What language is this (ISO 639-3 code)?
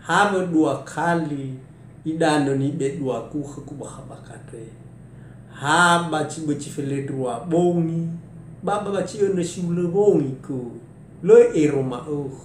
nia